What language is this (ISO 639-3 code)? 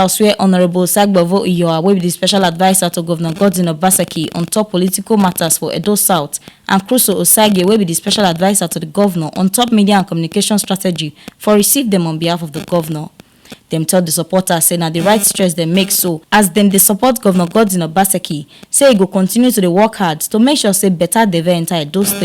pcm